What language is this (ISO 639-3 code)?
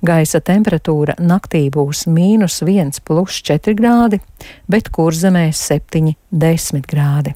lav